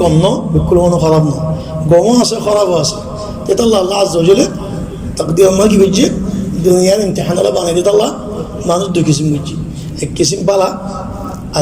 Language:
Rohingya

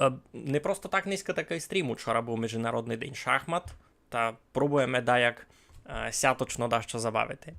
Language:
Rusyn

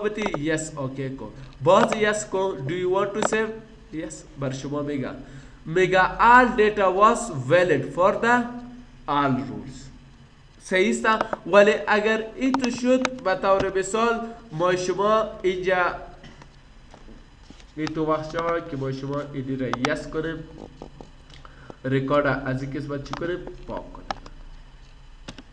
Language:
Persian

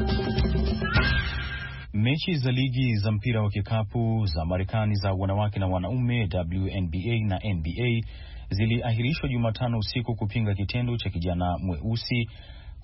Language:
Swahili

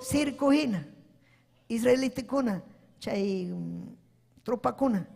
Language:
Ayacucho Quechua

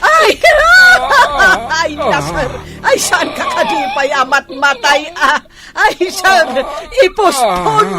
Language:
Iloko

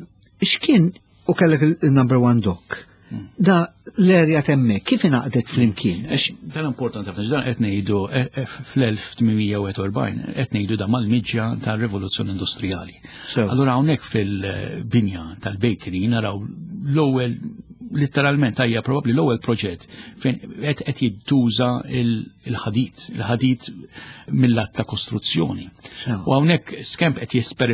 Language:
Maltese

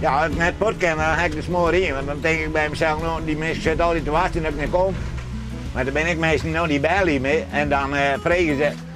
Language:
Western Frisian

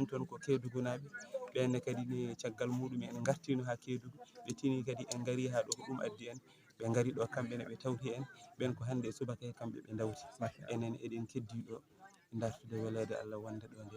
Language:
Fula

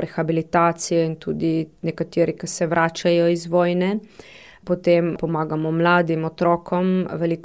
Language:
Slovenian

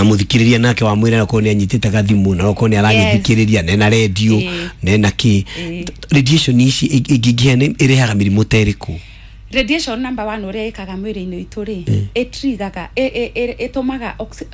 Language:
Kikuyu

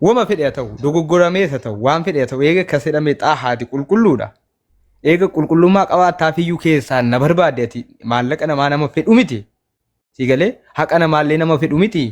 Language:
Oromo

